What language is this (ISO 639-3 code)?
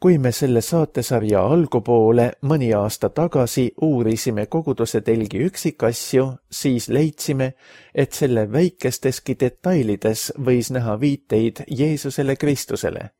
est